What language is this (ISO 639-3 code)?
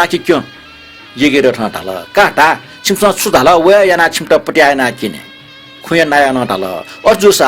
new